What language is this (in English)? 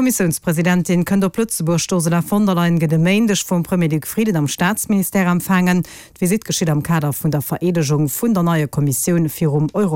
Luxembourgish